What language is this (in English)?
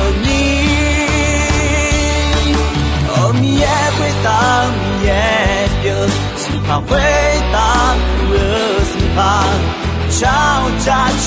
Akha